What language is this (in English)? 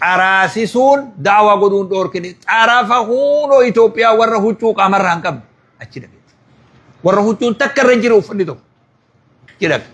Oromo